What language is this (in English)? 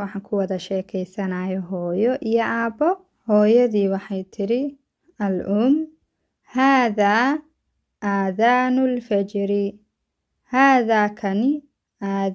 Somali